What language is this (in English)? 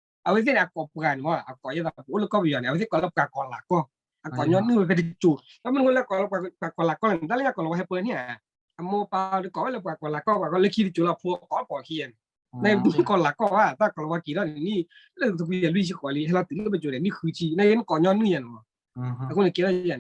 S'gaw Karen